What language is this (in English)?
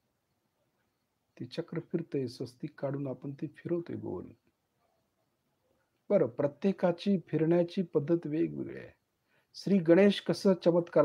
Marathi